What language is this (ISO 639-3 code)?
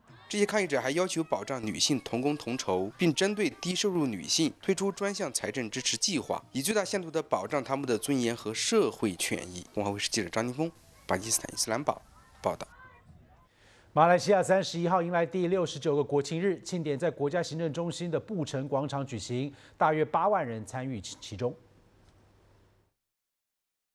zho